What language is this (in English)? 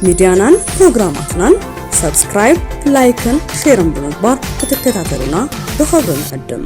Tigrinya